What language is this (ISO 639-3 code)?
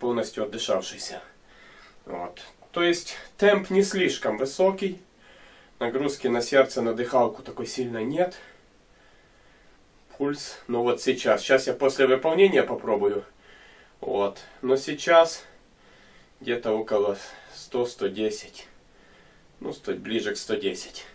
rus